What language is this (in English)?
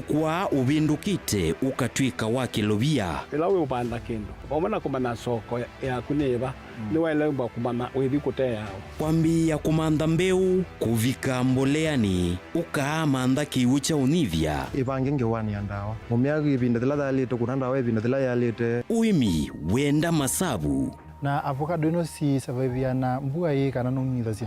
Kamba